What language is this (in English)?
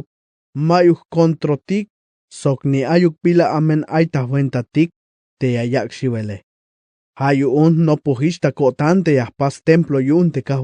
Tzeltal